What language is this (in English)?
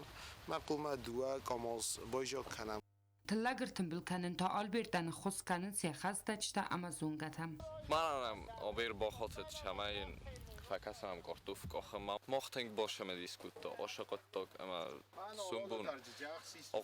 Ossetic